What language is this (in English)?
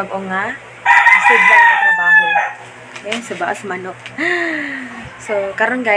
Cebuano